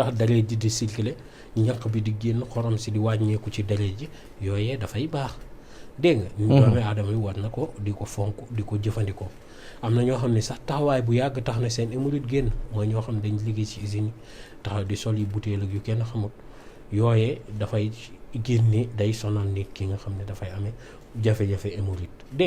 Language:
Wolof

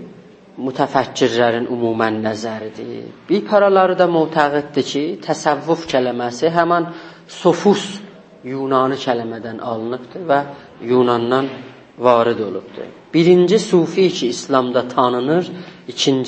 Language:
South Azerbaijani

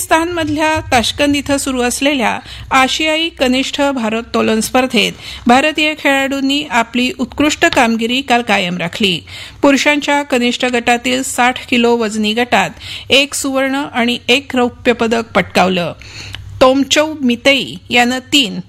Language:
Marathi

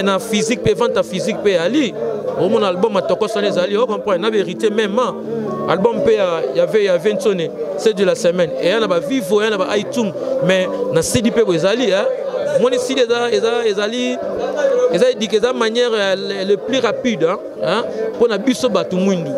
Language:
Lingala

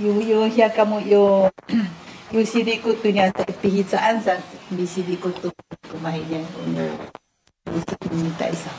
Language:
Sakizaya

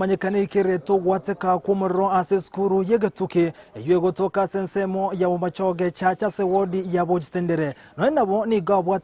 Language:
Gusii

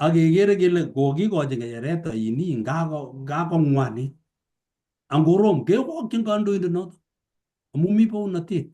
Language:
Kalenjin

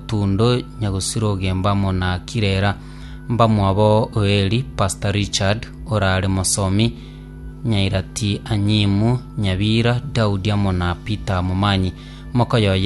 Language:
Gusii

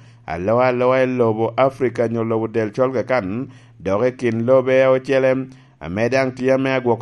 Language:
Lango (Uganda)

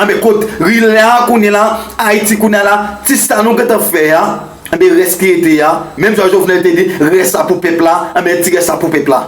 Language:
Haitian Creole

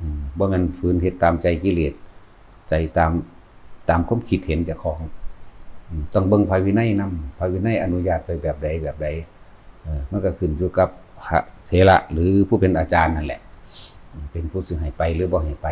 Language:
Northeastern Thai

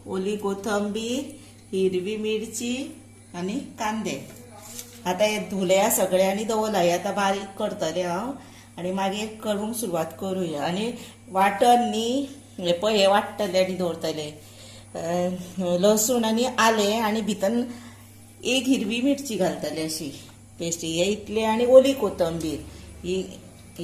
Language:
Konkani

